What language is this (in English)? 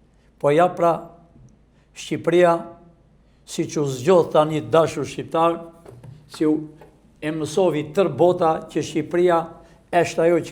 Albanian